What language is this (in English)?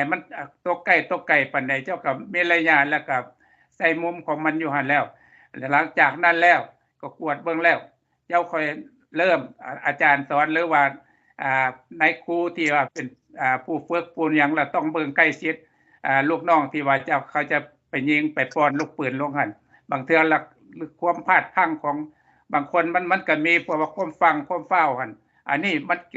Lao